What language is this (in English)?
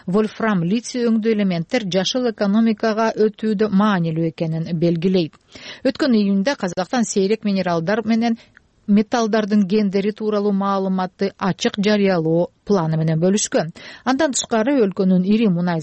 Kyrgyz